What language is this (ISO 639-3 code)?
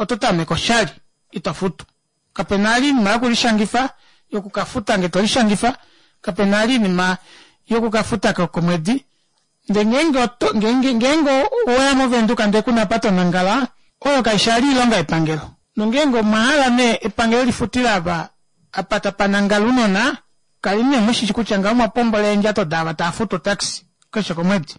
kua